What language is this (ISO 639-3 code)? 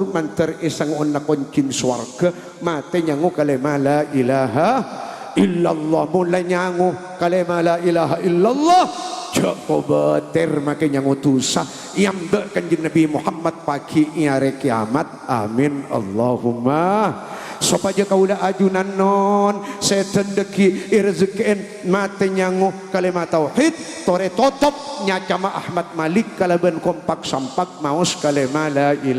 mad